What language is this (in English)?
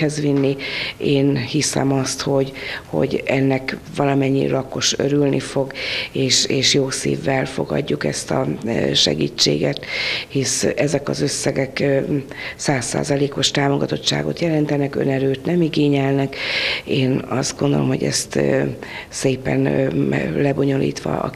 Hungarian